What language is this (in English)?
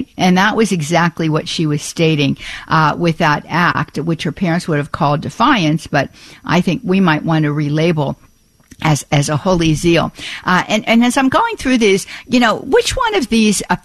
English